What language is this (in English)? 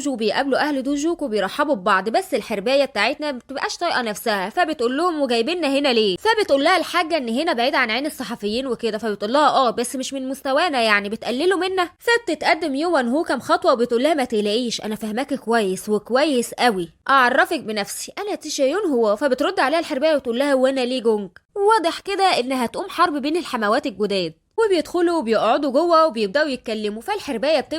Egyptian Arabic